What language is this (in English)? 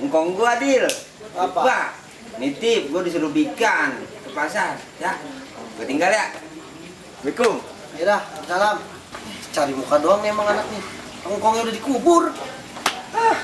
Betawi